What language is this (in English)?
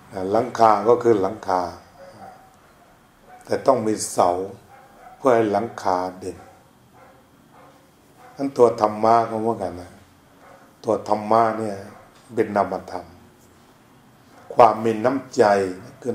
Thai